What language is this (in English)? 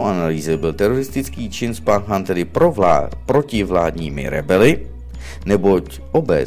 Czech